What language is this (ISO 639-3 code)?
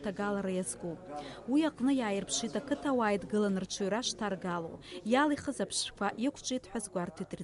abk